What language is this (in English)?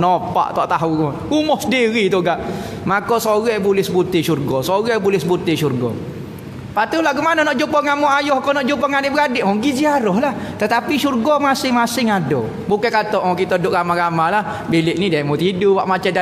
Malay